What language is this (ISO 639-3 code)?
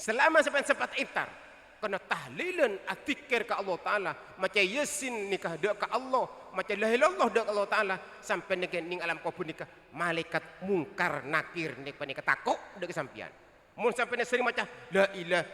mad